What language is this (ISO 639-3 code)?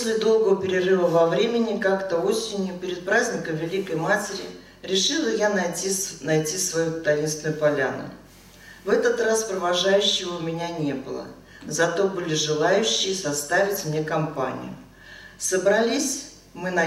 rus